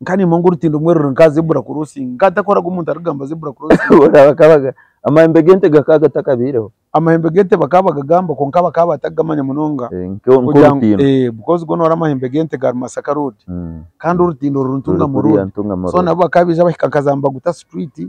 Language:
Nyankole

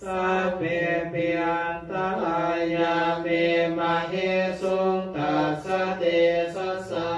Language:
Pali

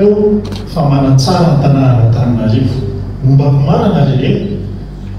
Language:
Malagasy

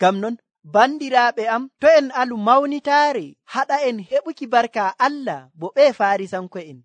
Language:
Nigerian Fulfulde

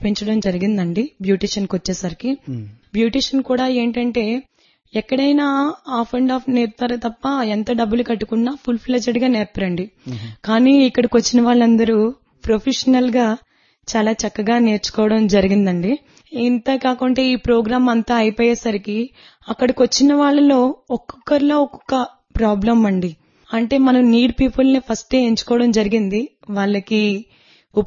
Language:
Telugu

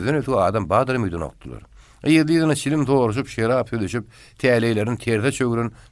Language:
Turkmen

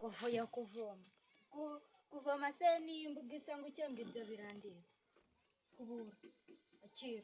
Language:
Kinyarwanda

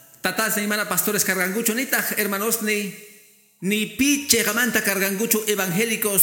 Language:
Quechua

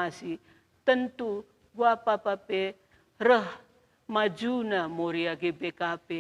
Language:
Batak Karo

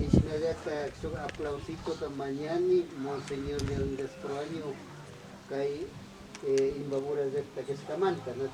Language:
Imbabura Highland Quichua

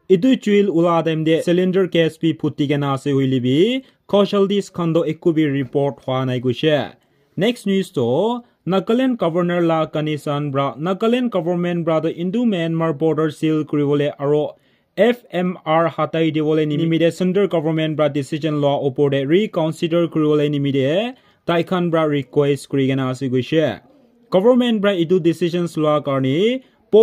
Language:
Naga Pidgin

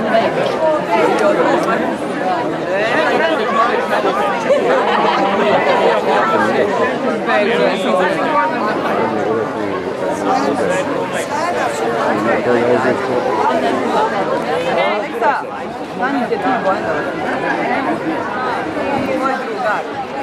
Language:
Serbian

